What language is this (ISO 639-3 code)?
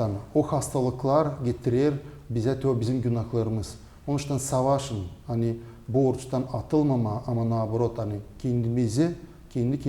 gag